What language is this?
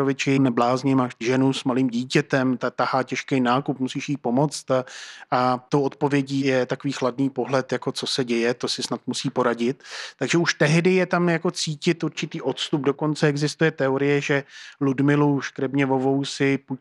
Czech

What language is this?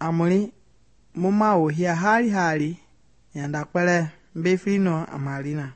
Mende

